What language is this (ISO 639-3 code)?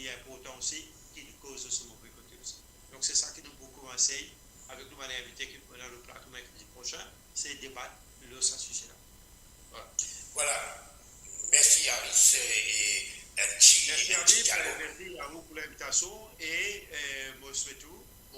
mfe